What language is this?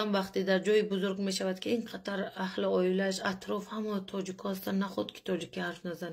Tajik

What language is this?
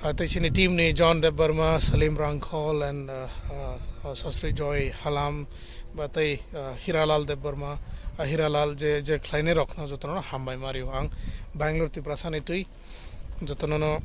Kok Borok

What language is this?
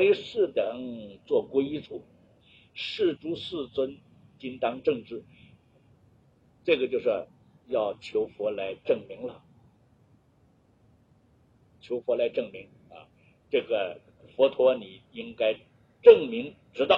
Chinese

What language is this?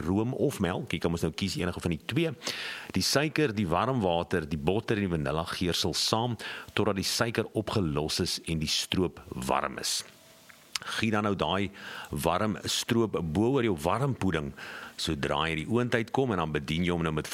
Afrikaans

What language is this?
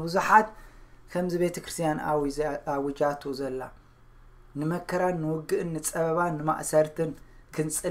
Tigrinya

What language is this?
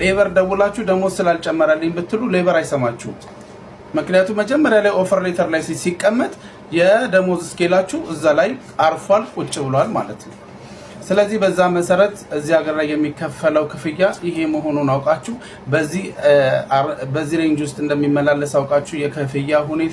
Amharic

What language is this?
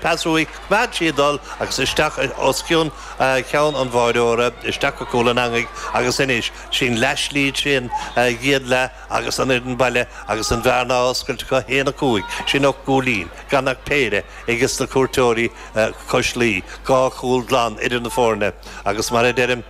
Irish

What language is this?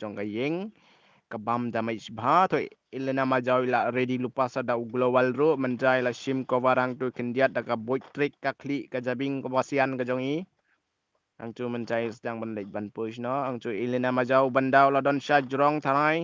Khasi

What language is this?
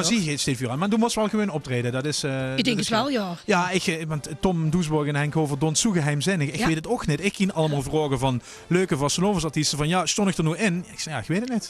Limburgish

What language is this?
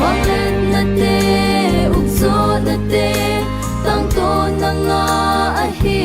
Tedim Chin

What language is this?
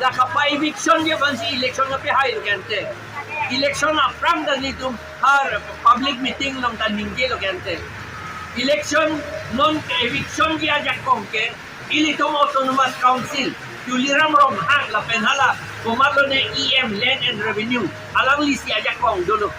Karbi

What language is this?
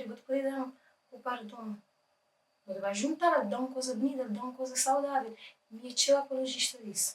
Kabuverdianu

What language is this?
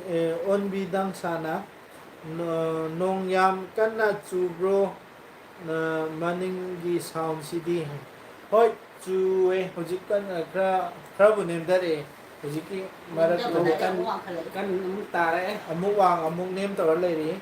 Manipuri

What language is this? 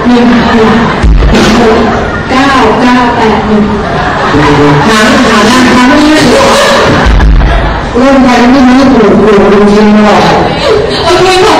Thai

